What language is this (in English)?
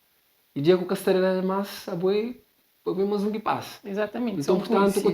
Kabuverdianu